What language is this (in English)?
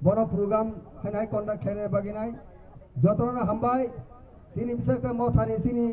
Kok Borok